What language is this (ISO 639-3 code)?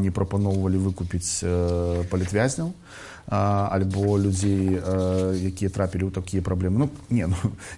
bel